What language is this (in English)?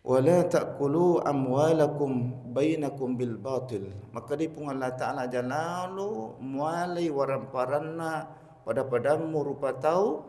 Buginese